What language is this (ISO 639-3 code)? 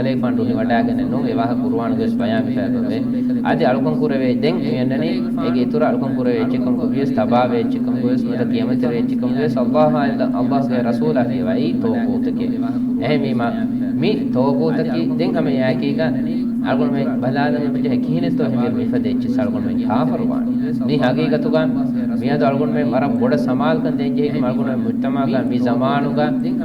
div